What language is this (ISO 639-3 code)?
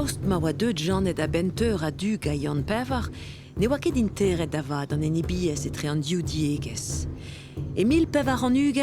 bre